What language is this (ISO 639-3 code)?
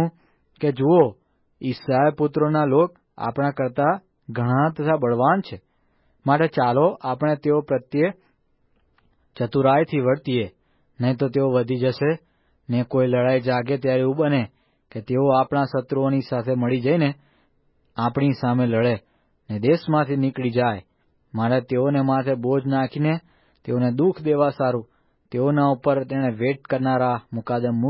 guj